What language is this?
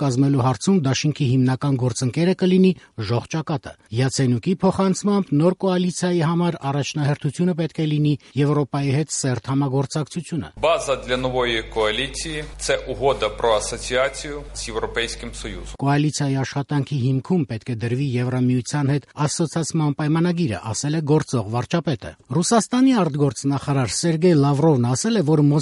Armenian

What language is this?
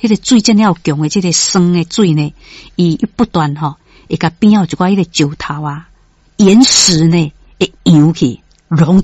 Min Nan Chinese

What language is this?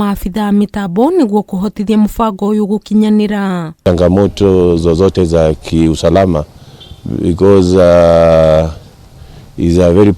Kikuyu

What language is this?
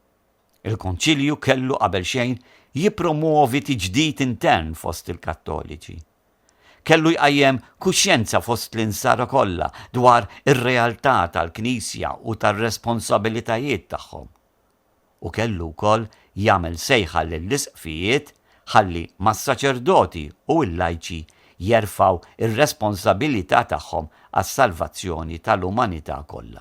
Maltese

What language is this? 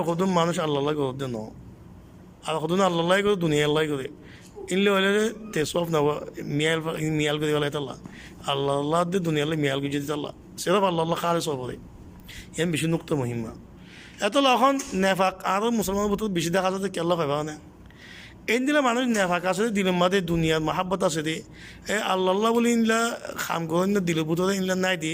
Rohingya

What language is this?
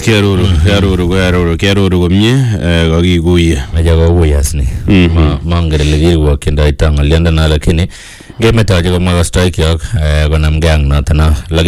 Swahili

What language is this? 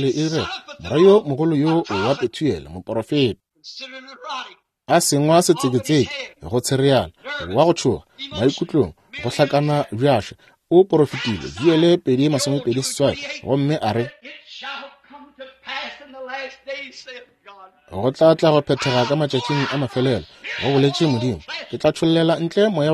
Northern Sotho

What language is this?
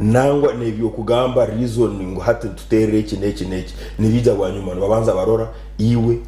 Nyankole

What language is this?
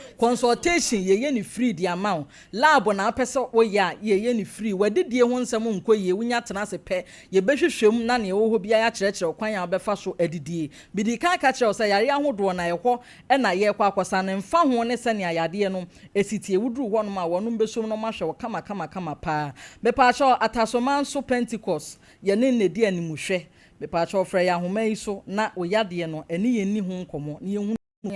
Akan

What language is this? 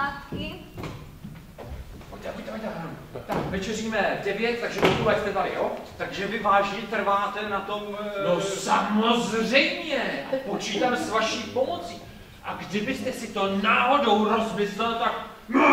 Czech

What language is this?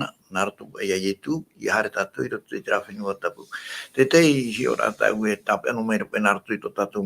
Tahitian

